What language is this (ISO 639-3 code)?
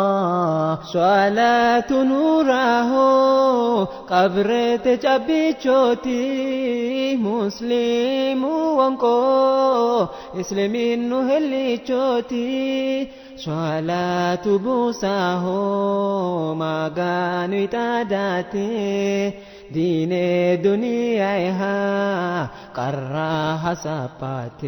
sid